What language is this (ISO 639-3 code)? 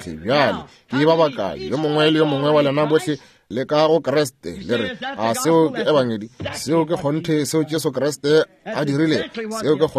nso